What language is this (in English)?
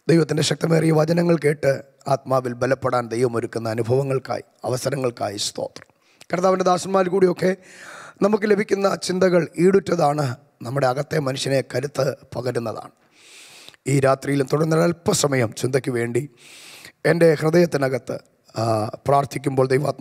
Malayalam